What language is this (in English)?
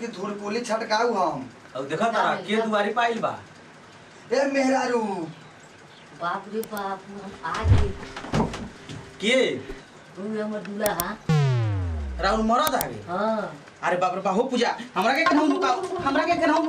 Bhojpuri